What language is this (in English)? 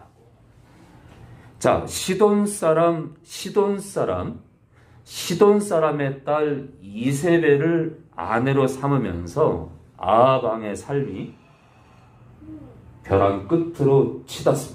Korean